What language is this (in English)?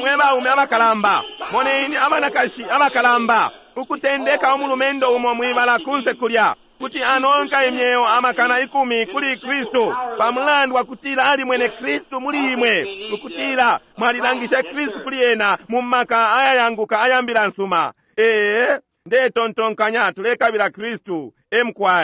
Bemba